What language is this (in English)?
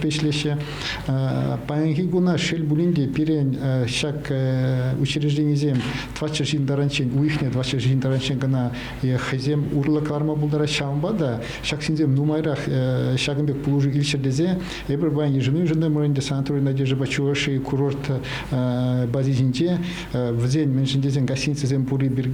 Chuvash